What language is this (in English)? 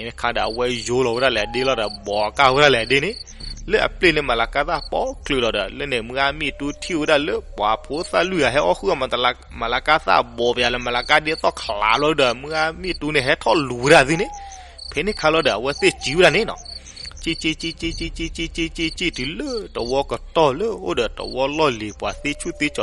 S'gaw Karen